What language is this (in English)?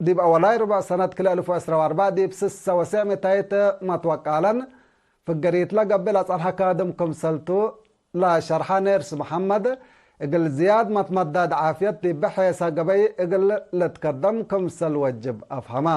Tigre